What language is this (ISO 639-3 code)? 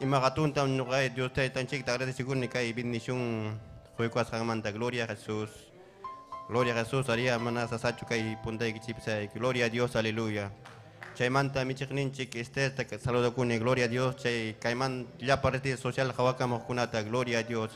quy